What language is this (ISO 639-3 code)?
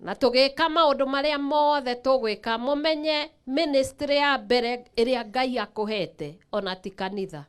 kik